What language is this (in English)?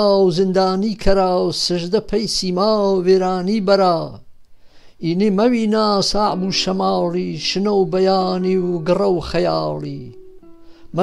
Gurani